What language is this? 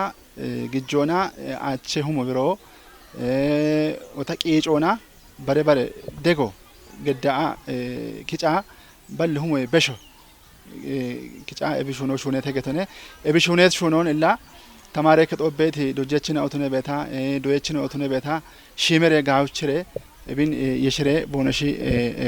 Kafa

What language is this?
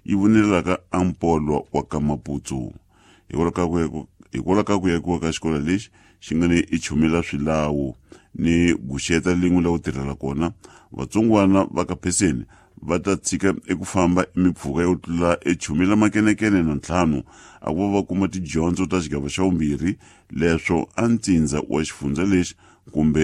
Tsonga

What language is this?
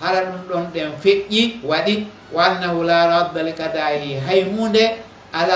Pular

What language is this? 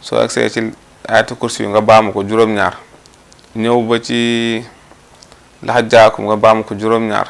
Wolof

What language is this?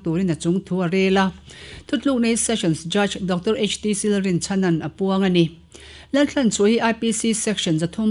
Mizo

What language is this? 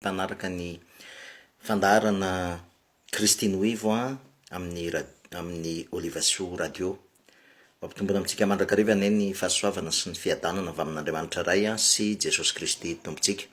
Malagasy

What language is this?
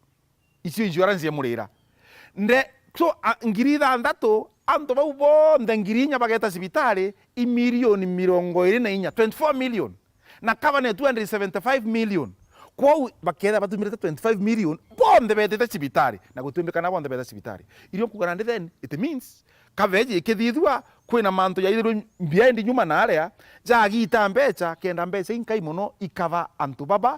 Meru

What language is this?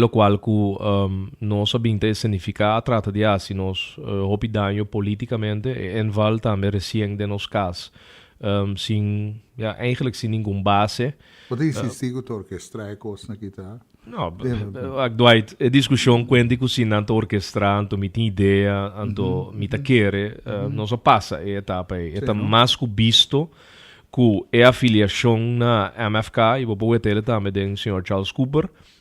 Papiamento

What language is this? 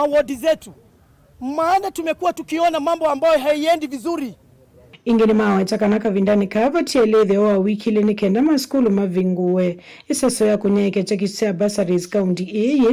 Kamba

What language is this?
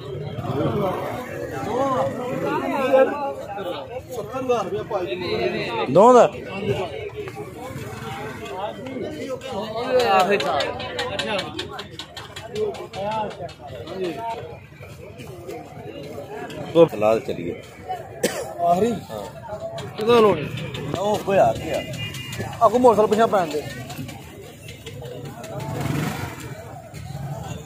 Punjabi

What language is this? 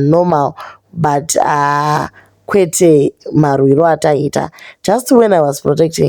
Shona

